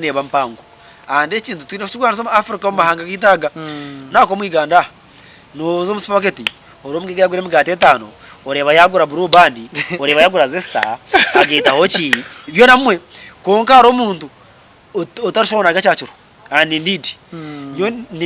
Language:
Nyankole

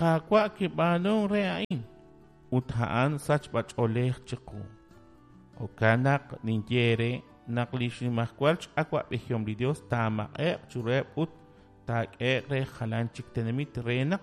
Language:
Kekchí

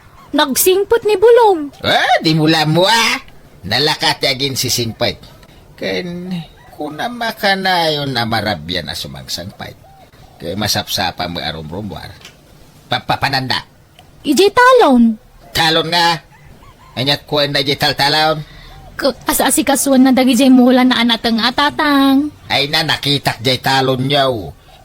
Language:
Iloko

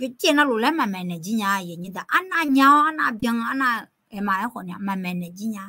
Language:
Akha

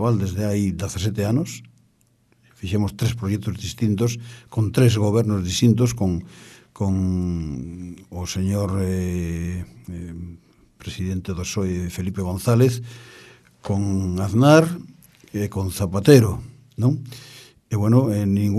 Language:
Galician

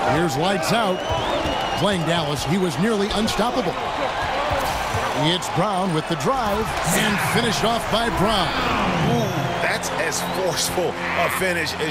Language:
English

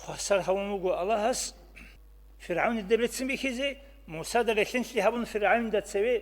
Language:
Avaric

